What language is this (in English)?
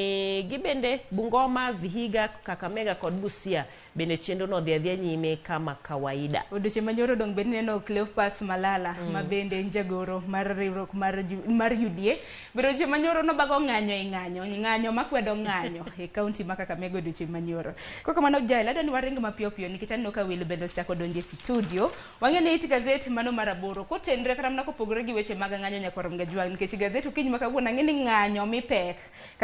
Luo (Kenya and Tanzania)